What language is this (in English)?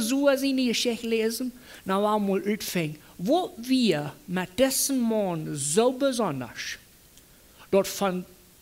Plautdietsch